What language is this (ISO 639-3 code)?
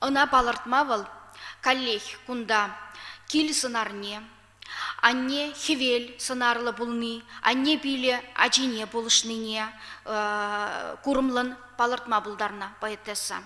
chv